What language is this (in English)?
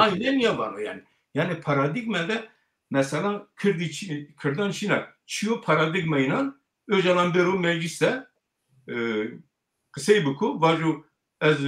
Zaza